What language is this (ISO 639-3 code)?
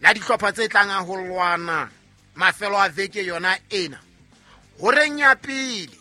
sot